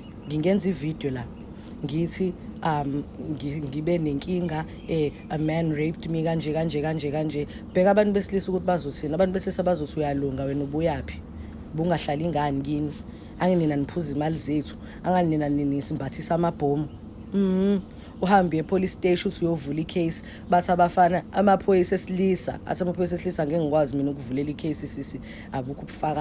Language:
Zulu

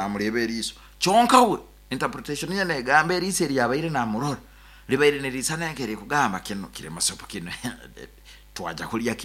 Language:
Nyoro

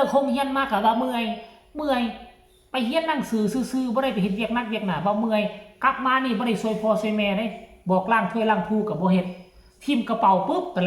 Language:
Northeastern Thai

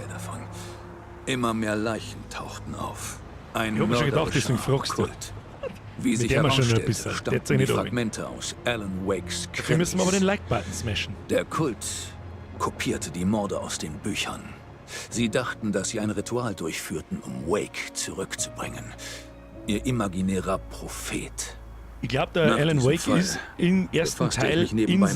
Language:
Bavarian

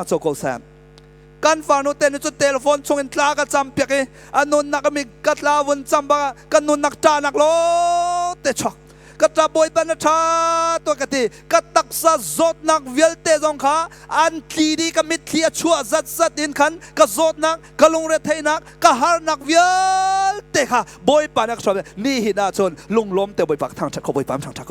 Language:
Hakha Chin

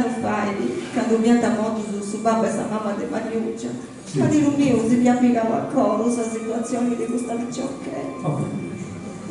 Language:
Sardinian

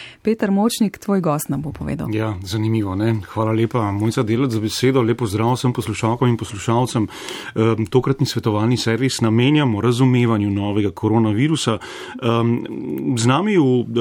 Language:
Slovenian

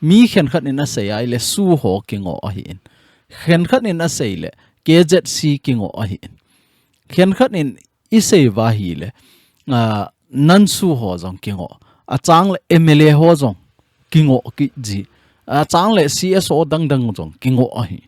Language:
Thado Chin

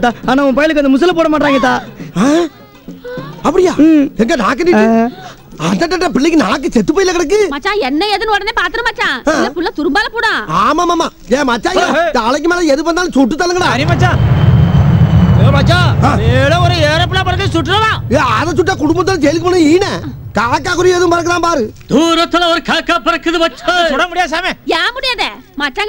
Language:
Tamil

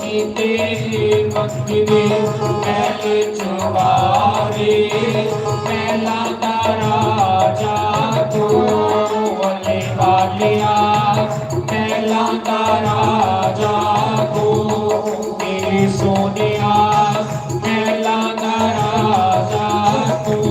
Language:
Dogri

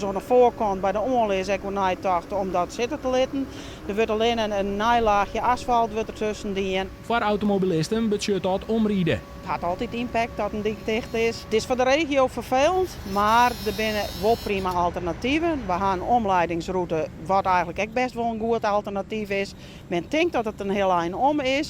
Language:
Western Frisian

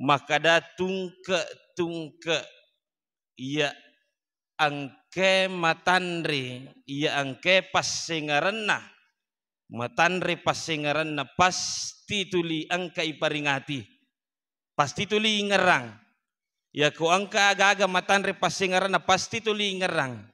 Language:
Buginese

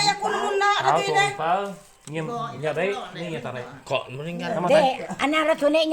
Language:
Iban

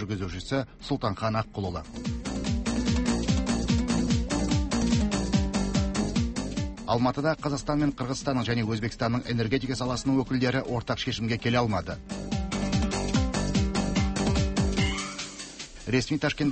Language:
Kazakh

